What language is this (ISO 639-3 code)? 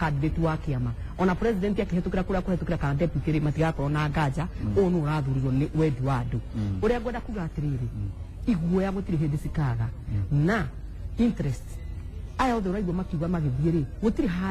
kik